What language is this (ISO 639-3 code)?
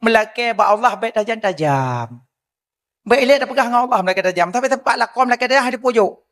ace